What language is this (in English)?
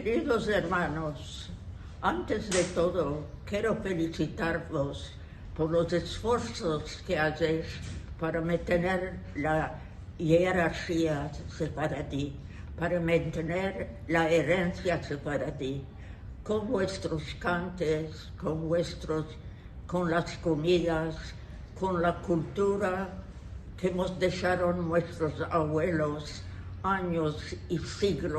Ladino